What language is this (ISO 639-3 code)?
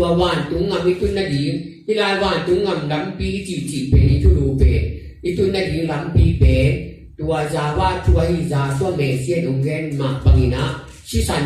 ctd